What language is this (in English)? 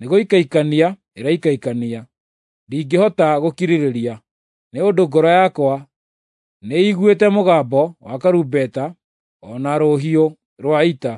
Kikuyu